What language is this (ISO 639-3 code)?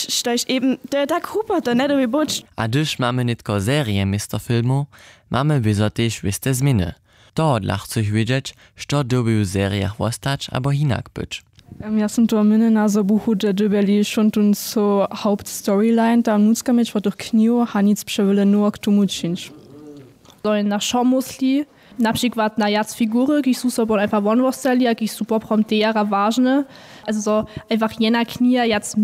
hsb